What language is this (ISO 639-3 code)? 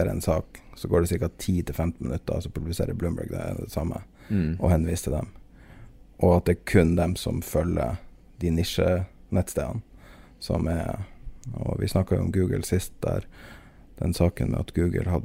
nor